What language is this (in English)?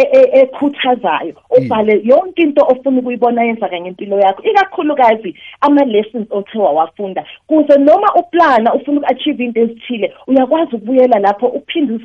South Ndebele